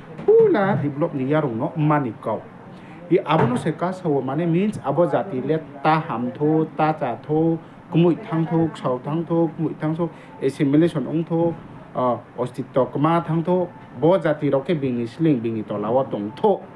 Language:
Riang (India)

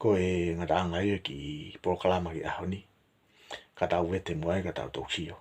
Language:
Tongan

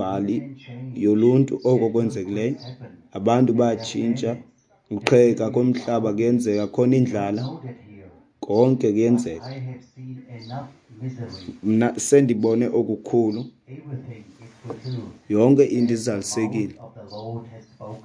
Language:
Xhosa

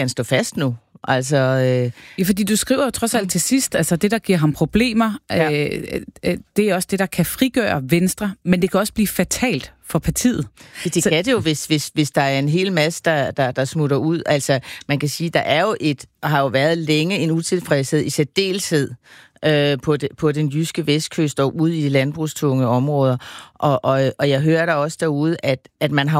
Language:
Danish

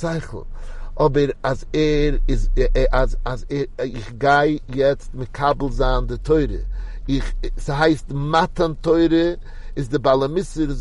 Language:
Yiddish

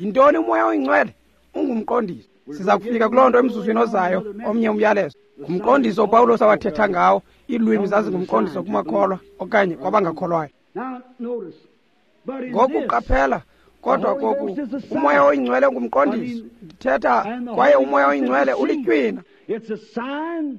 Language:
Xhosa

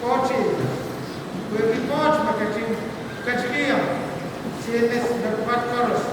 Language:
Pohnpeian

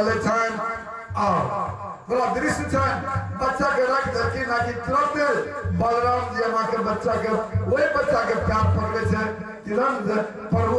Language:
Maithili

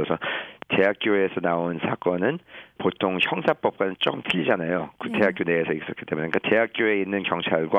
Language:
Korean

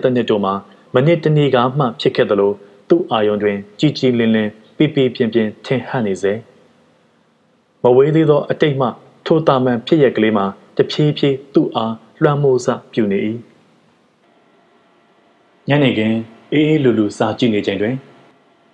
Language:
Burmese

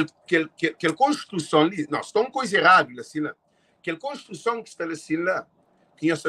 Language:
Kabuverdianu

